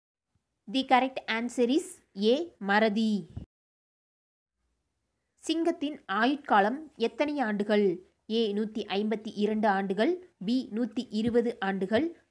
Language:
Tamil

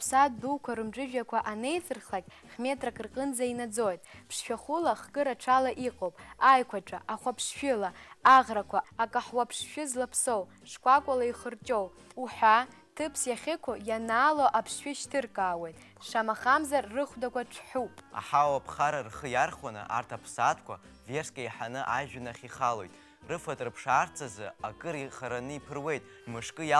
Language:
Abkhazian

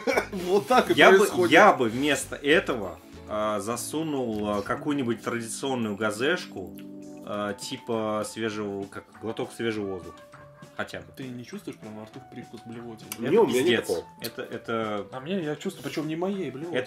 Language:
Russian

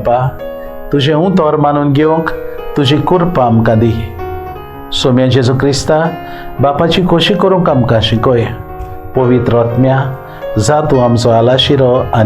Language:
Konkani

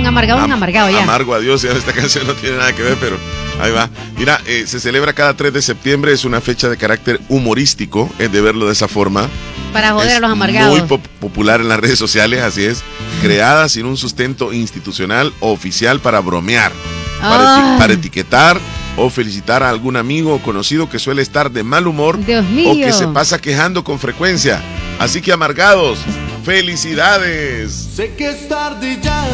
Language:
Spanish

